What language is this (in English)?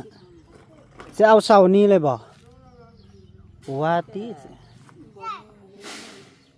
Lao